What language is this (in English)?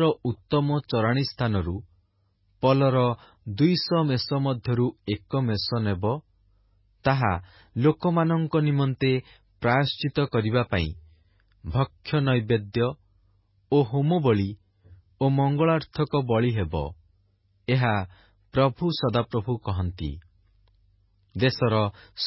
Odia